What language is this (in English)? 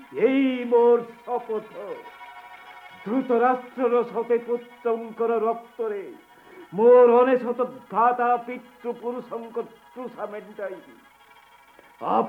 Odia